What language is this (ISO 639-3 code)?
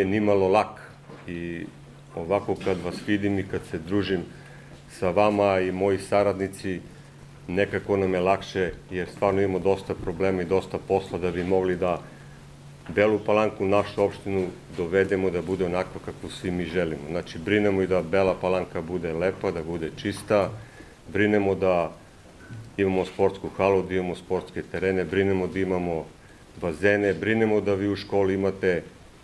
srp